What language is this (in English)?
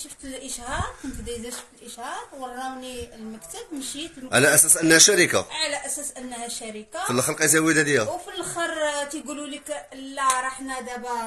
Moroccan Arabic